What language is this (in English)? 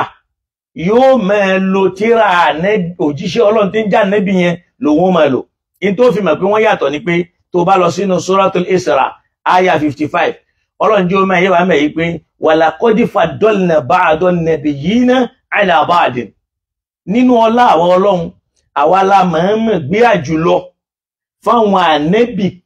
Yoruba